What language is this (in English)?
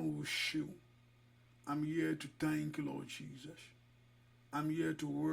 Yoruba